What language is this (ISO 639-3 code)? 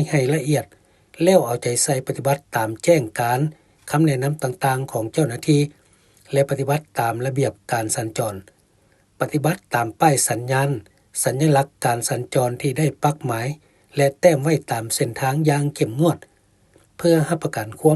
lao